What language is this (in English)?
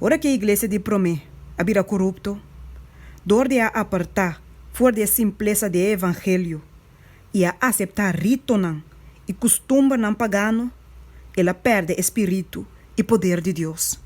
Papiamento